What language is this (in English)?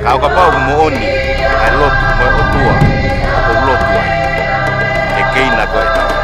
Tongan